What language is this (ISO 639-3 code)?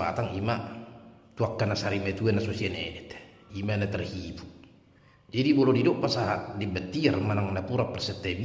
bbc